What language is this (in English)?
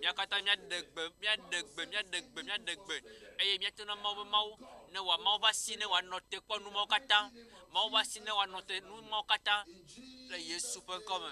Ewe